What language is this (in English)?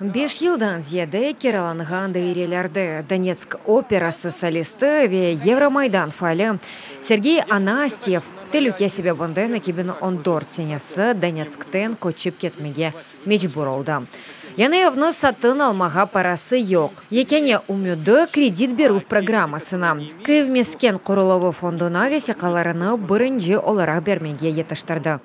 Crimean Tatar